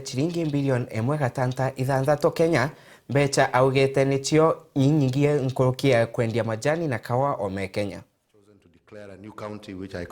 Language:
Meru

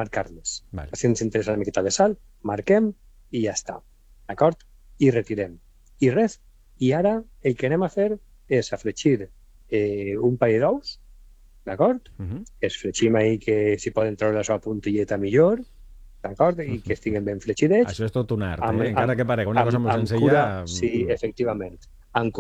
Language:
Catalan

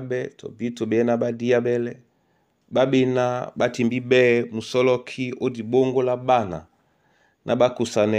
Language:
Duala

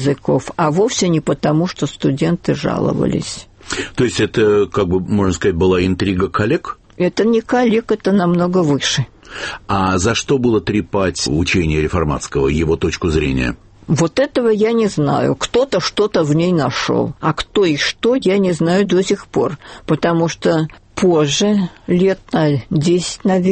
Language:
Russian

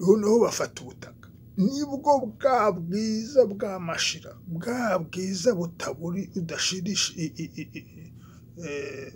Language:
Kinyarwanda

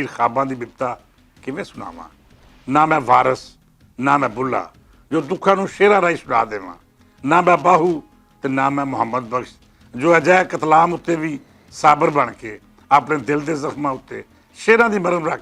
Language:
Western Panjabi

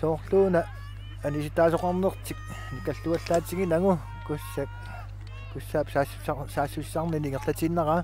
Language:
Kalaallisut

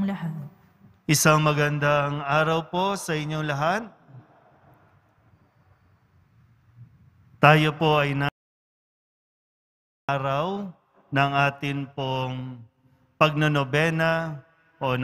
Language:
Filipino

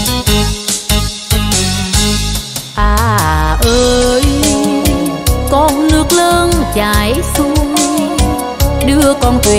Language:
Vietnamese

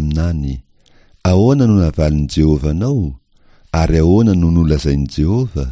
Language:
Malagasy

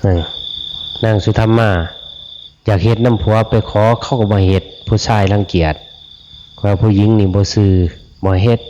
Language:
Northeastern Thai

